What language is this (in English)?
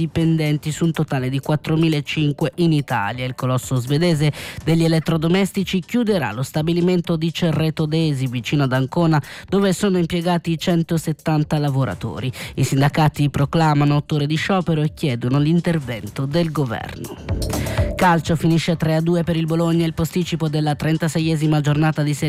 Italian